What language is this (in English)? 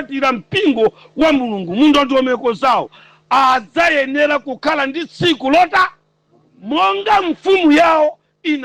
Nyanja